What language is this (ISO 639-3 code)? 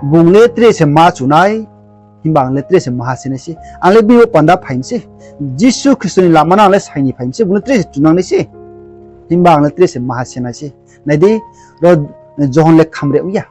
ria